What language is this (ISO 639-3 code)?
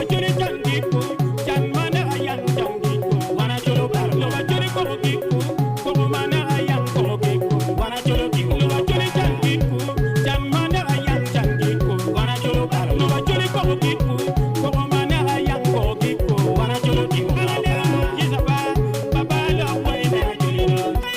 ach